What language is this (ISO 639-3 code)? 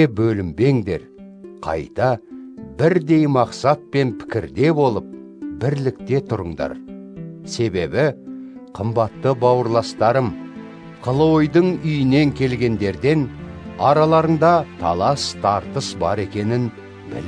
kaz